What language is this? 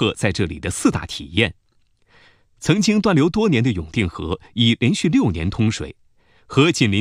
Chinese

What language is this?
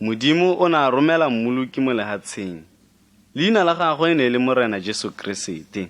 Tswana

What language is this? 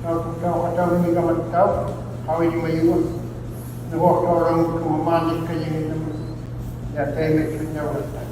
Inuktitut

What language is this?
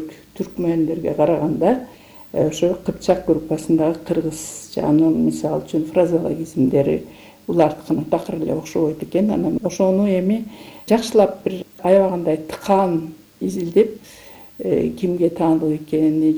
Kyrgyz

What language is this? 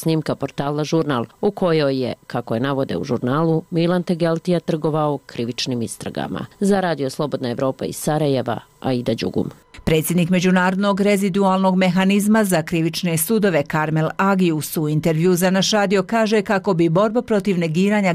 Bosnian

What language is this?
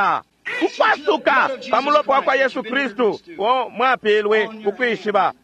Bemba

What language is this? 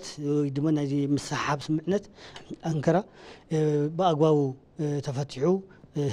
Tigrinya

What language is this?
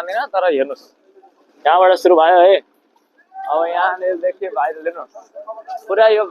Nepali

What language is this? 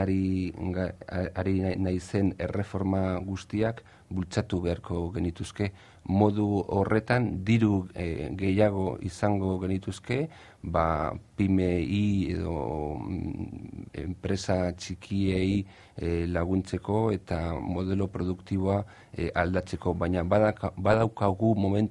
Basque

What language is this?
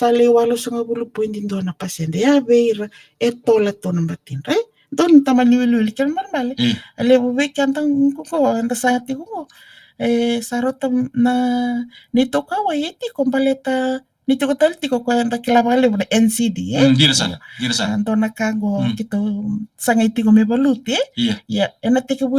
Fijian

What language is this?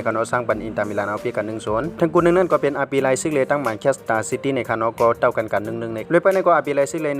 Shan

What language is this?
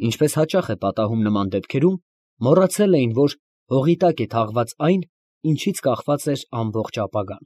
Armenian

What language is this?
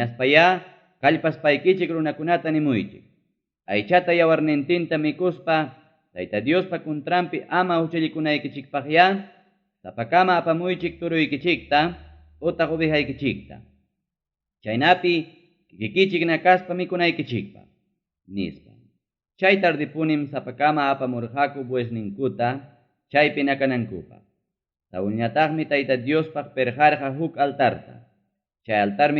Ayacucho Quechua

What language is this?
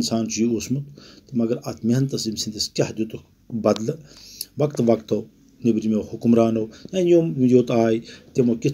Kashmiri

